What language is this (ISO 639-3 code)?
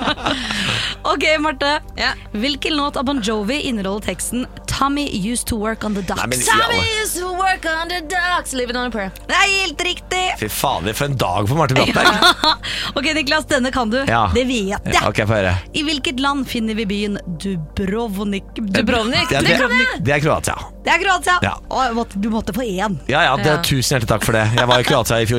nor